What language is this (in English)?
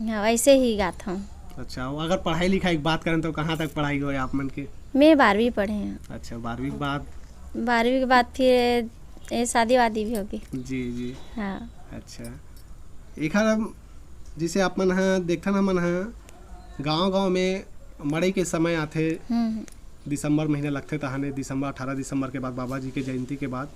Chhattisgarhi